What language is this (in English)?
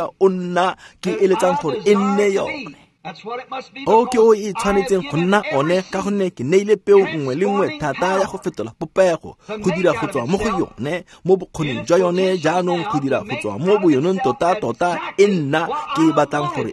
Tswana